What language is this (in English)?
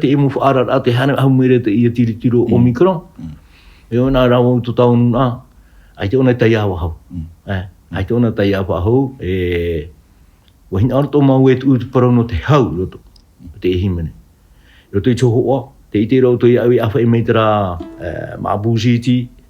Tahitian